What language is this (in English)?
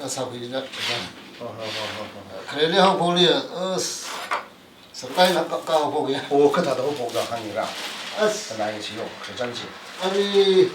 Tangkhul Naga (India)